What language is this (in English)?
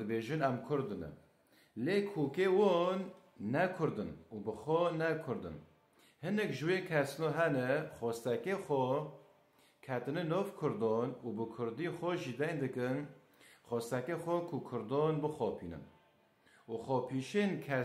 Kurdish